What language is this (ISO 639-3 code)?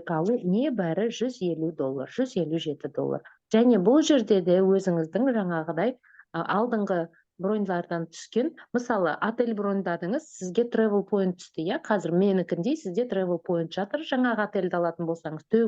kaz